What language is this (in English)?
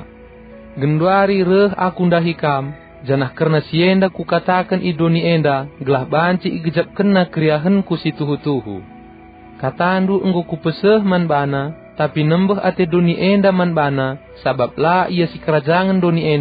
Batak Karo